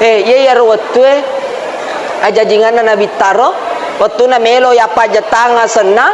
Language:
Buginese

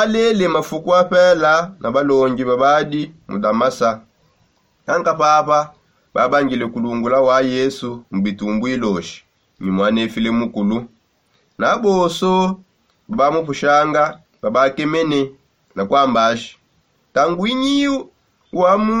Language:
Songe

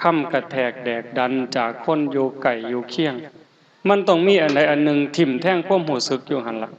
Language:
Northeastern Thai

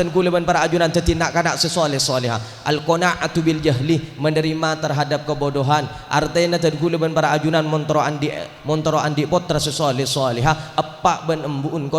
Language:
Madurese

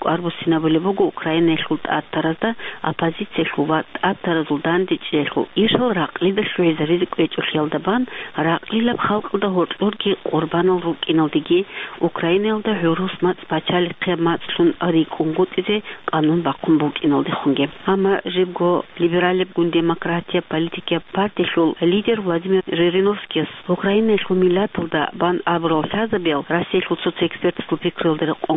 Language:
Avaric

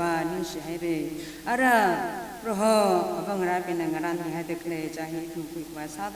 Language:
Tangkhul Naga (India)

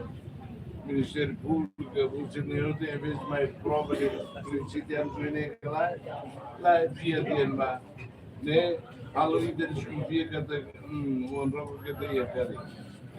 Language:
Tetum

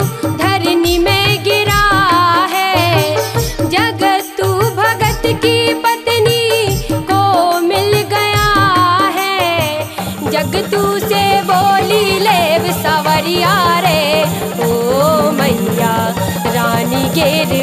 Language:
Bundeli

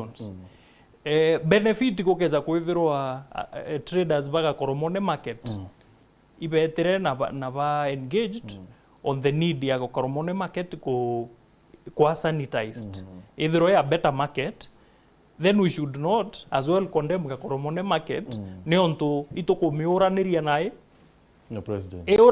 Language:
Meru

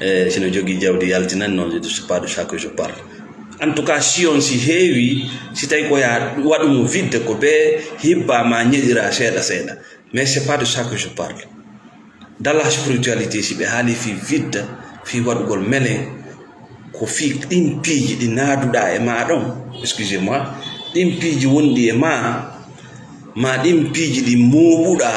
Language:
Fula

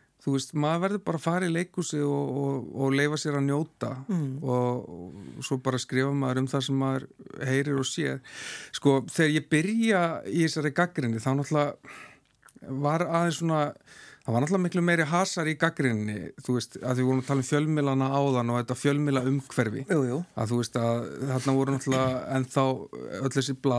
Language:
Icelandic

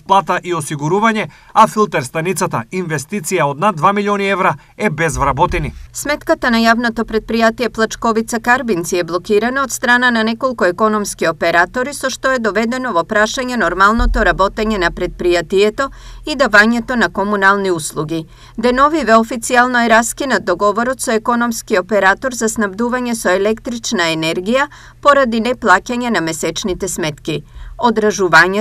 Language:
Macedonian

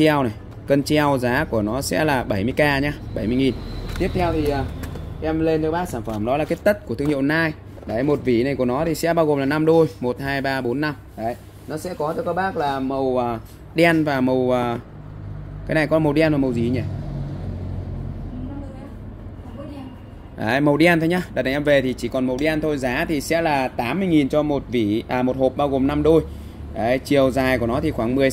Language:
Vietnamese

